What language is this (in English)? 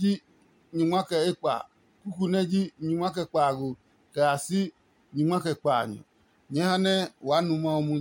Adangme